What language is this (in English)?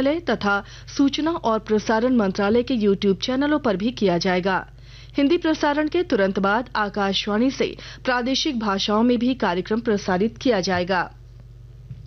Hindi